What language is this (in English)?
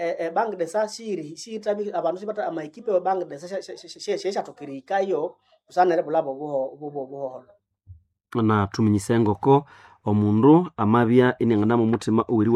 Nande